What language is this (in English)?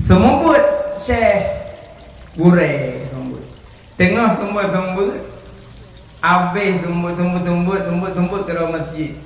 Achinese